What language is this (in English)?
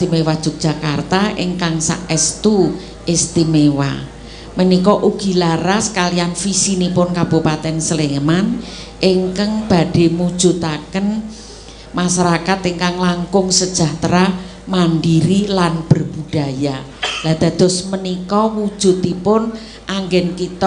Javanese